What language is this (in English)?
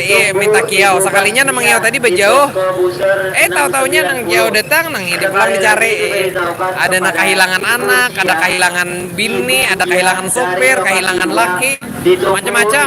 Banjar